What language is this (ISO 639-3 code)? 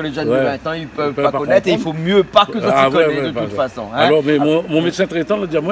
rcf